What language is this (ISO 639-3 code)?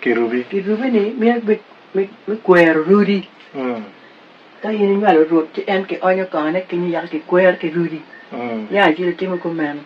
ach